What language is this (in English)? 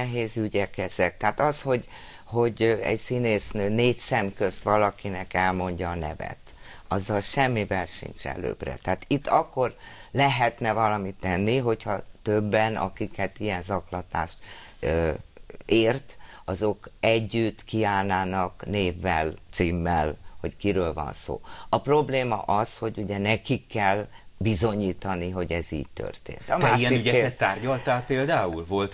Hungarian